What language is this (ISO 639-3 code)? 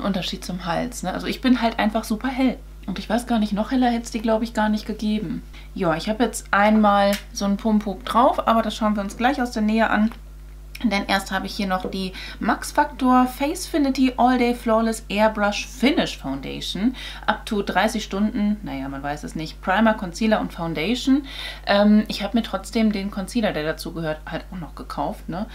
deu